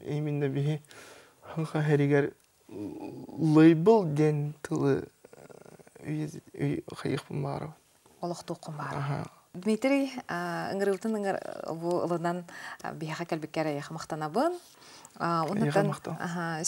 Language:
Yakut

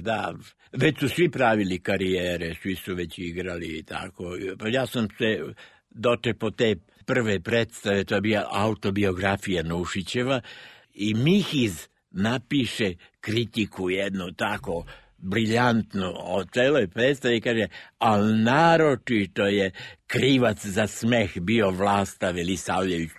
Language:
Serbian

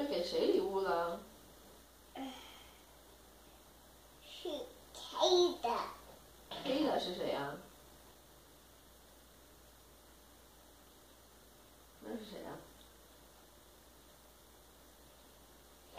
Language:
Chinese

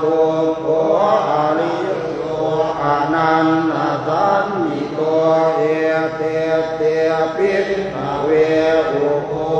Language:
Pali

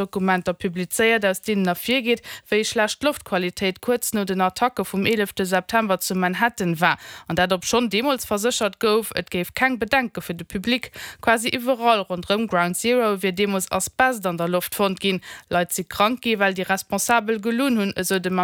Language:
Luxembourgish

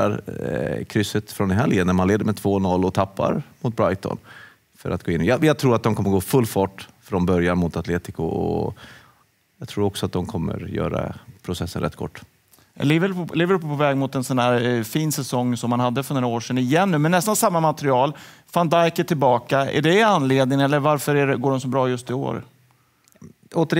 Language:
Swedish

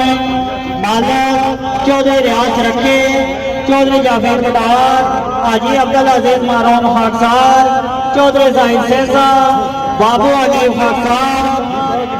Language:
Pahari-Potwari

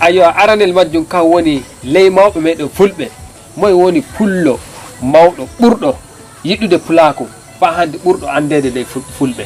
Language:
Nigerian Fulfulde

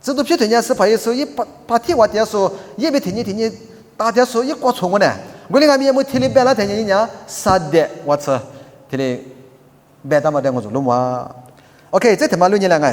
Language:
Lisu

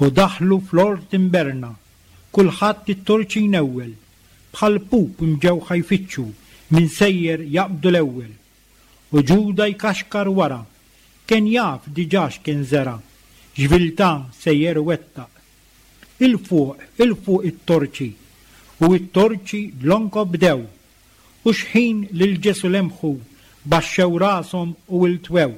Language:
Maltese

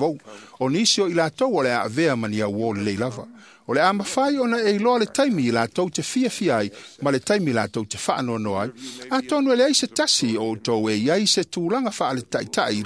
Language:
Samoan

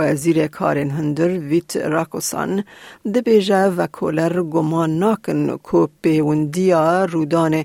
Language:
Kurdish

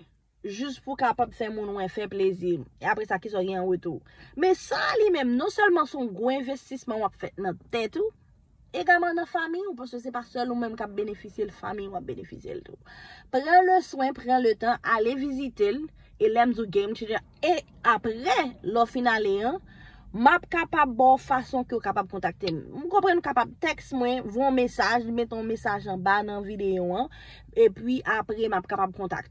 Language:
Haitian Creole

